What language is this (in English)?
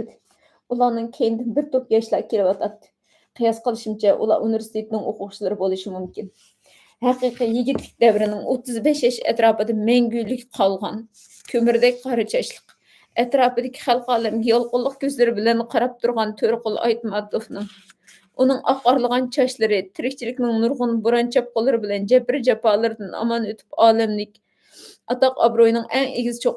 Uyghur